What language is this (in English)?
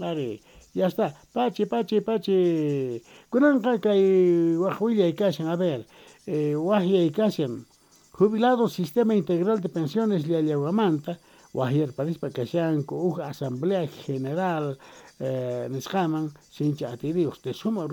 Quechua